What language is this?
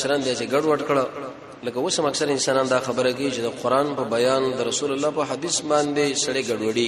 Pashto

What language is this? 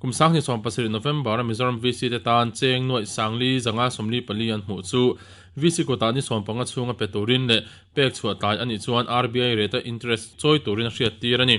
Mizo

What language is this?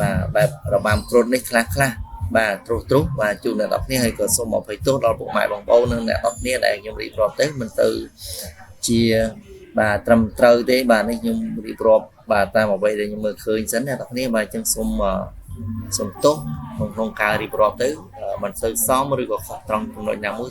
Khmer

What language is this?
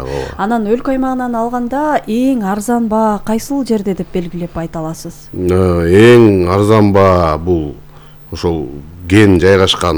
Kyrgyz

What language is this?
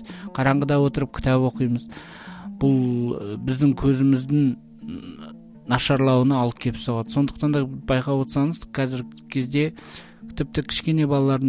Kazakh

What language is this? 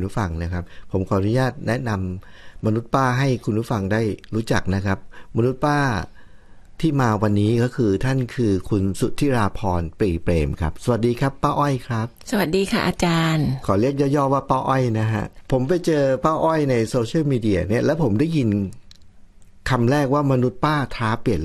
Thai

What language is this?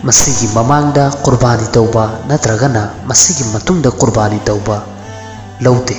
Manipuri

